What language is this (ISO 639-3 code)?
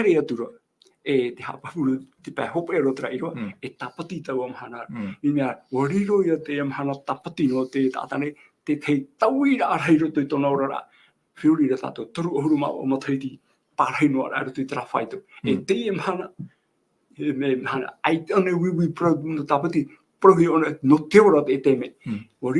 tah